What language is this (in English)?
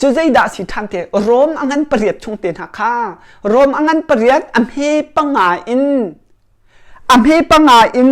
Hakha Chin